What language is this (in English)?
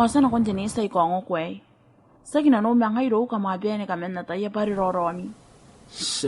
Gilbertese